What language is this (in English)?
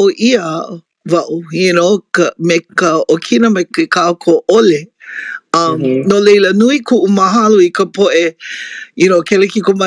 Hawaiian